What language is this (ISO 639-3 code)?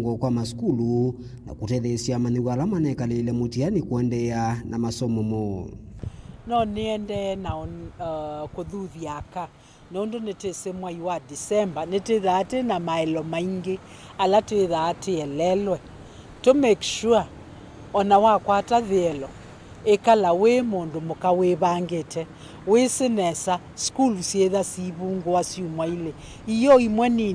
kam